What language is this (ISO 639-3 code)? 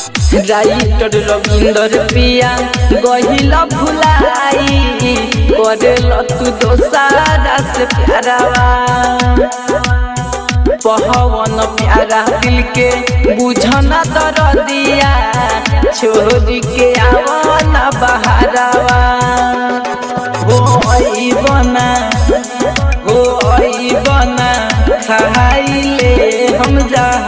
bho